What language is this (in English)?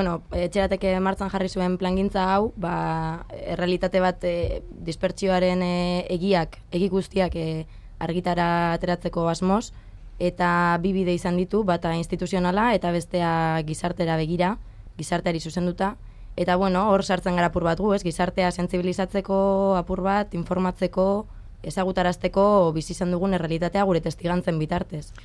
Basque